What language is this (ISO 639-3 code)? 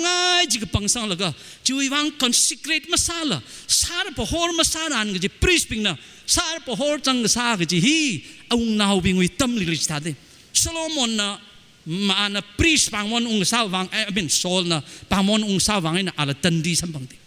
nmf